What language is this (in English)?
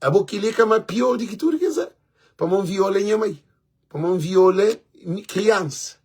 Kabuverdianu